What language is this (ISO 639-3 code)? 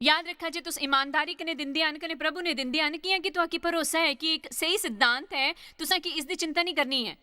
doi